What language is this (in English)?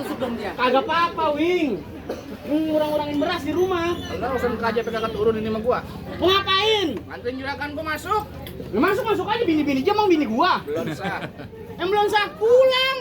Betawi